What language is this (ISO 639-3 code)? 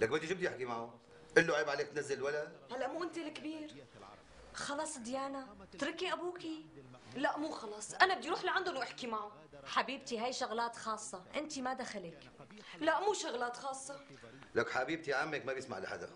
apc